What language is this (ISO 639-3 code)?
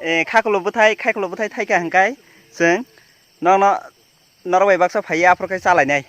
trp